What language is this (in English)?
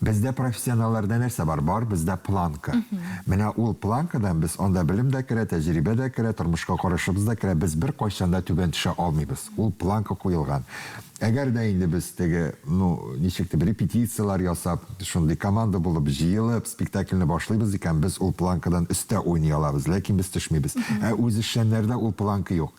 Tatar